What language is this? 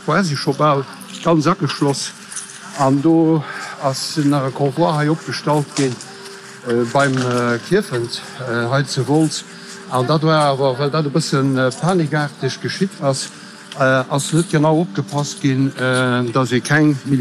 Luxembourgish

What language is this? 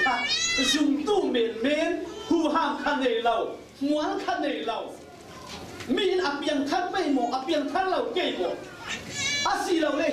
Falam Chin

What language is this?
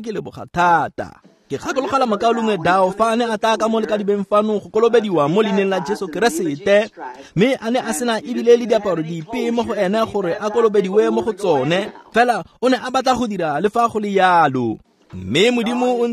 Tswana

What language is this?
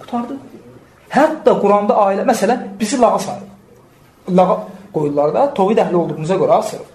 Azerbaijani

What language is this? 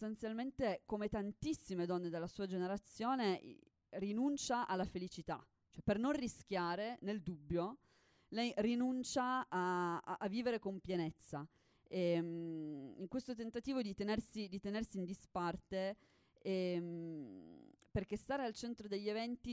Italian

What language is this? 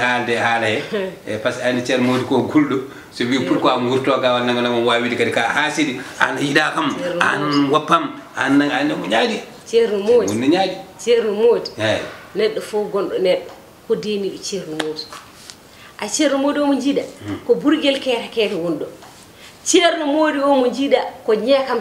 Fula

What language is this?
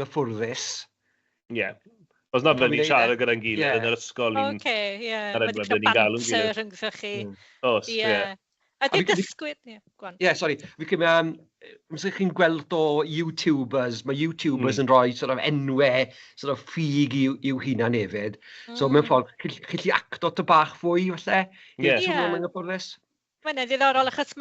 Welsh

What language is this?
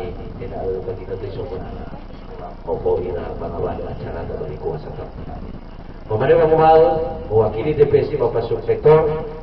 Nias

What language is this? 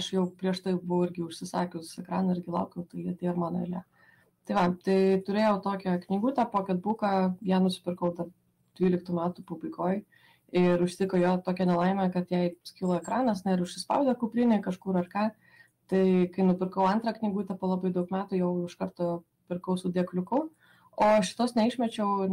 Lithuanian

